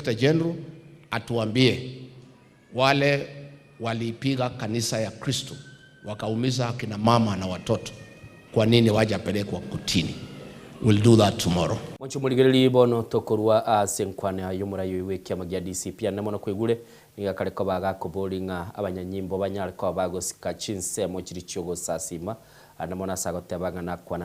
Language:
Gusii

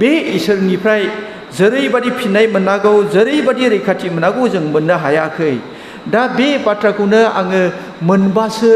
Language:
Bodo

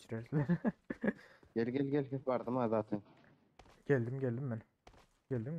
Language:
Turkmen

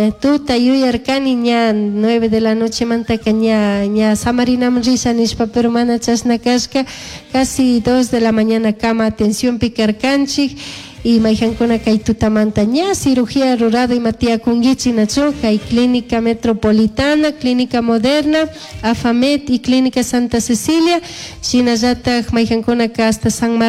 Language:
Chimborazo Highland Quichua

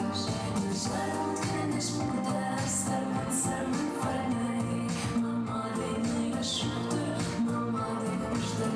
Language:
Ossetic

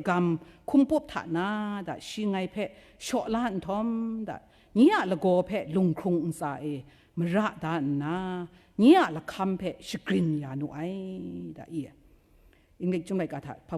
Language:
Kachin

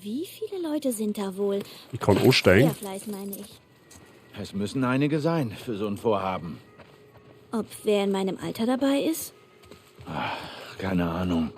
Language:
Bavarian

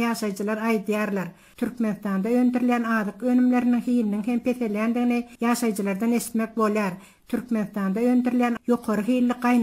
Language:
Turkmen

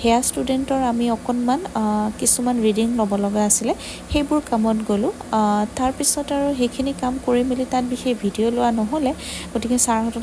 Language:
Assamese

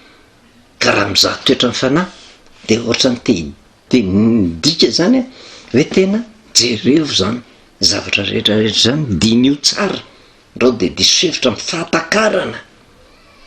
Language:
Malagasy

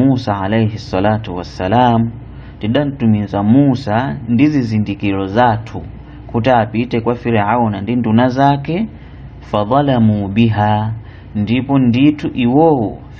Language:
Nyanja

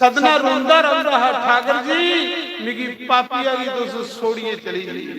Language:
Dogri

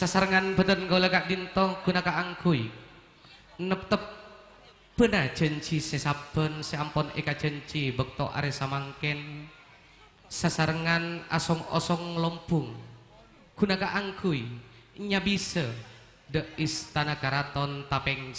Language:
Madurese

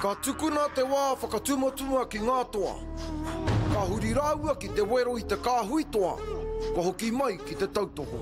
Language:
Māori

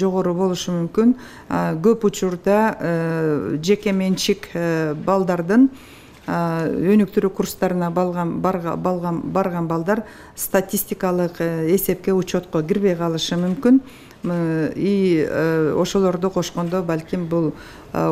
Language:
Kyrgyz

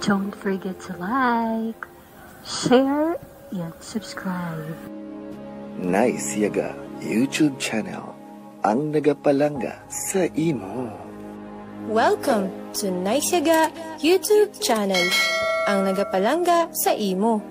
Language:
Hiligaynon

